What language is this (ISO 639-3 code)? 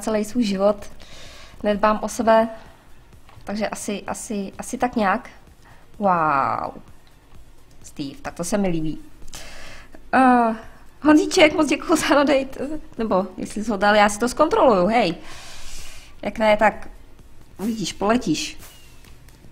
ces